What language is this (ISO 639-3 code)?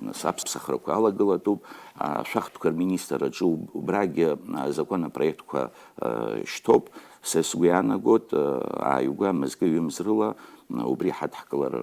abk